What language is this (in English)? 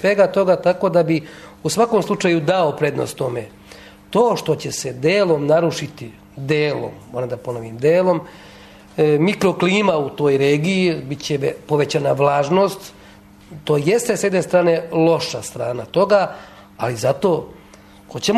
Serbian